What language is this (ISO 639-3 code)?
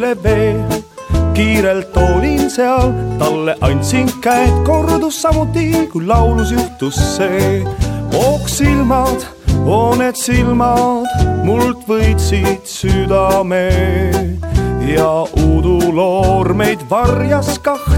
est